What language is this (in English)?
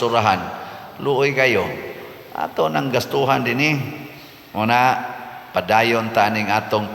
Cebuano